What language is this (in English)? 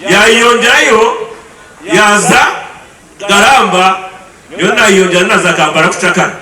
Nyankole